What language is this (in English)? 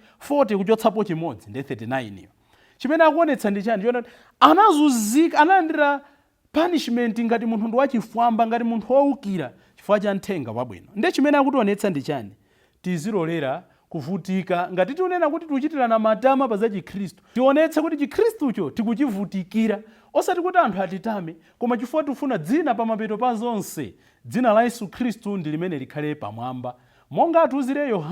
Nyanja